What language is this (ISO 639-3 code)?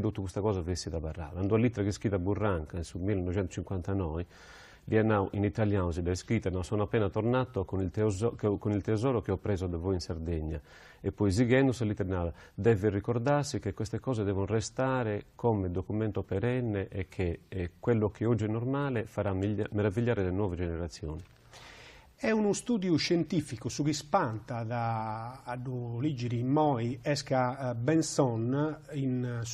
srd